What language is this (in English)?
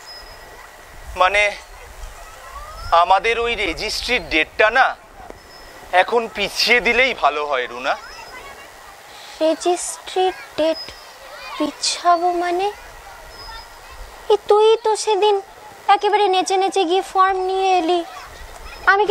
Bangla